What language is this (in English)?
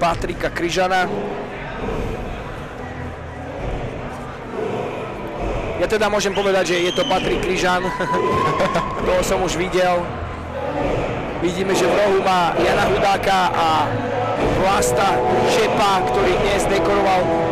Slovak